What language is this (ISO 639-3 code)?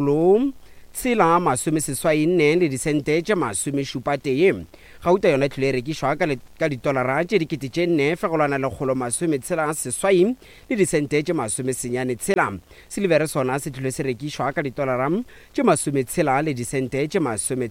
nso